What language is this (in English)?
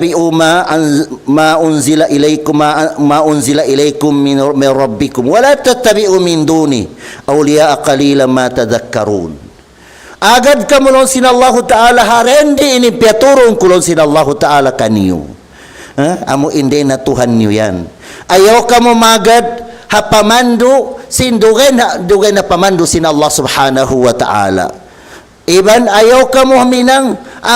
Tausug